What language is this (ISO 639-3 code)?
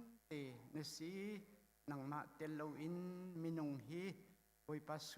cnh